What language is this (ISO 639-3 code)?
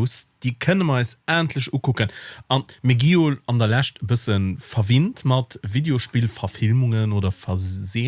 ltz